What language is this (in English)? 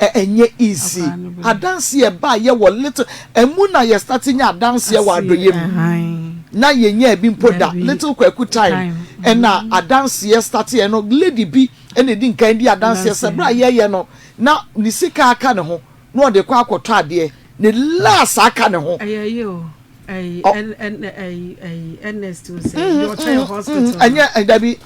Akan